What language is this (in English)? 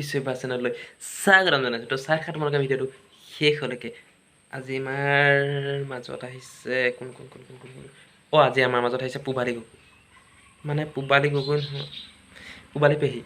Assamese